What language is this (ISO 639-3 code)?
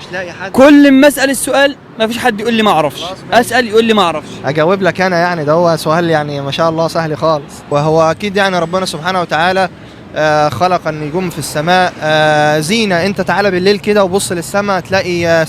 arz